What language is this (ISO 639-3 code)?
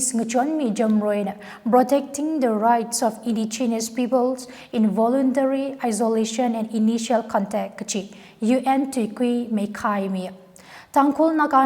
nmf